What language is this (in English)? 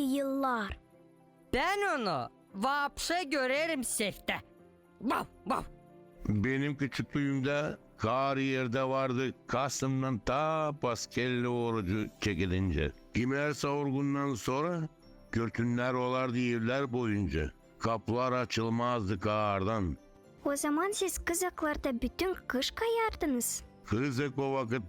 Gagauz